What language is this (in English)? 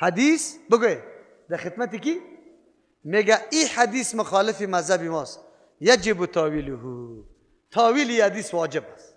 Persian